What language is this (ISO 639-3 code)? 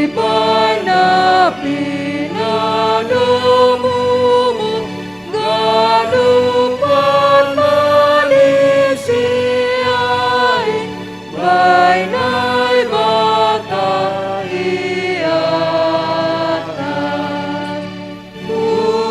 bts